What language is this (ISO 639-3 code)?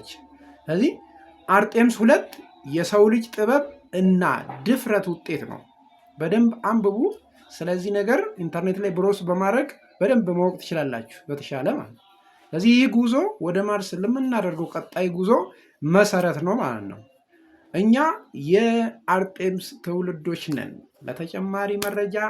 amh